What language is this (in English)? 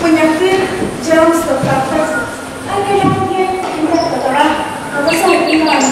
Yakut